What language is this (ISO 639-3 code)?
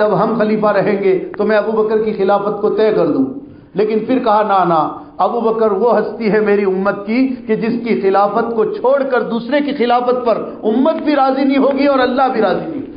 urd